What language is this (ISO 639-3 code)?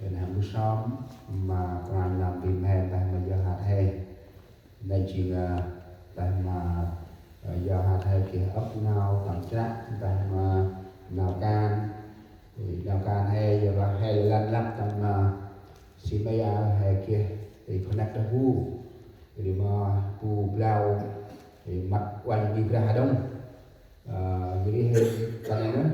cmo